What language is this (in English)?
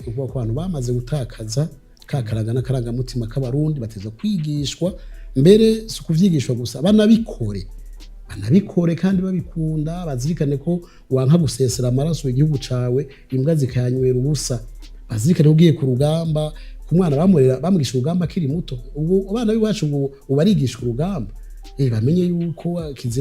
Rundi